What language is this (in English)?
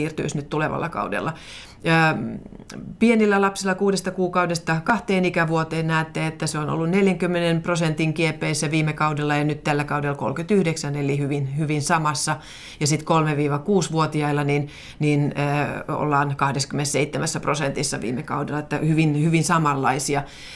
Finnish